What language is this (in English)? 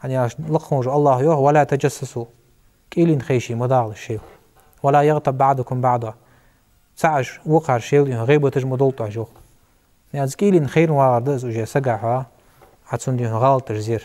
Ingush